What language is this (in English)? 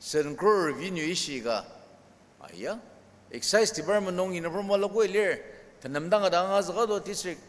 Ao Naga